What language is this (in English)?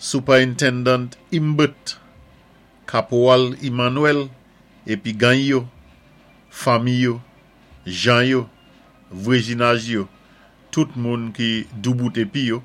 Saint Lucian Creole French